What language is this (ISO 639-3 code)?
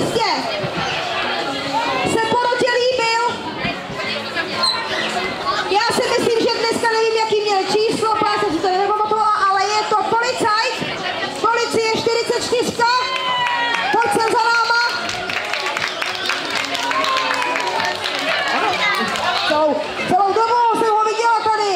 ces